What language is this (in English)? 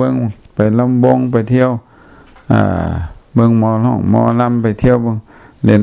Lao